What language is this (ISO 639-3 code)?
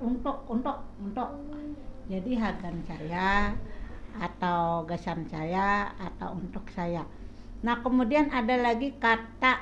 bjn